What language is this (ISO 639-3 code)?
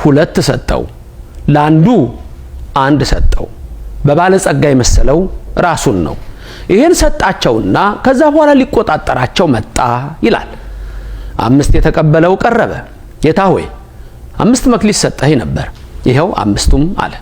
amh